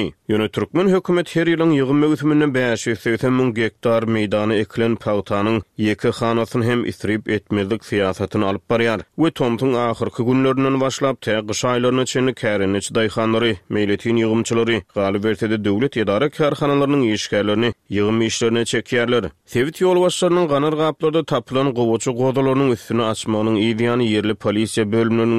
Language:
Turkmen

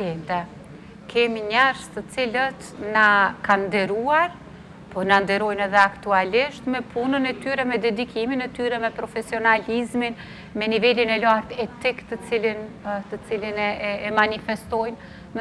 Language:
Albanian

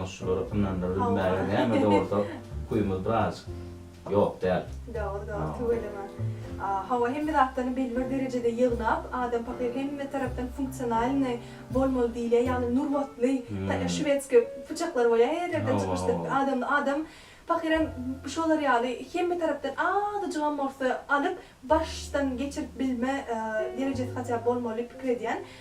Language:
Turkmen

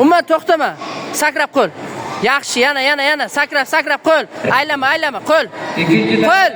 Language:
Uzbek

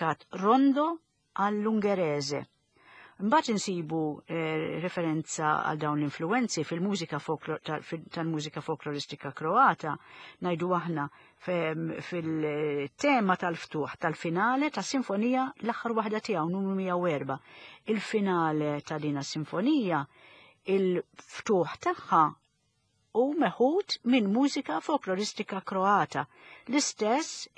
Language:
Maltese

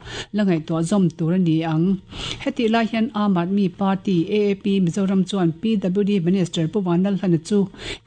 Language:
Mizo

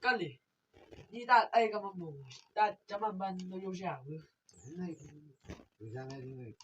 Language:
Chang Naga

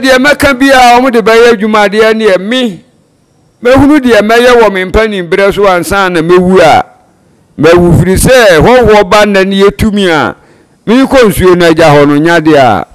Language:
Akan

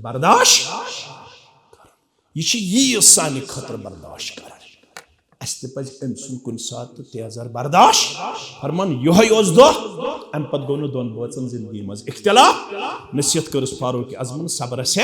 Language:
Kashmiri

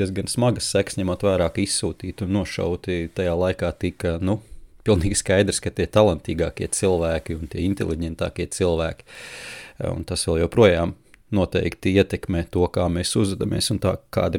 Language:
Latvian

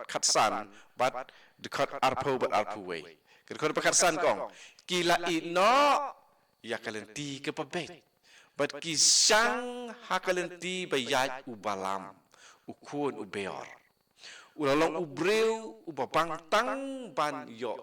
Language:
Khasi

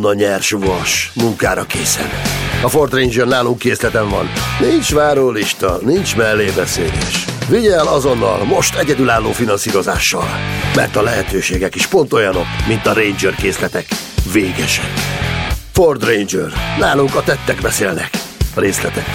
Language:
Hungarian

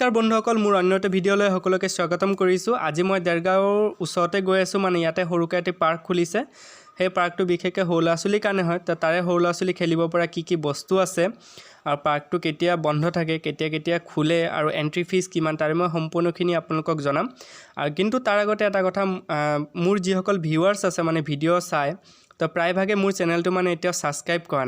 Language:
Assamese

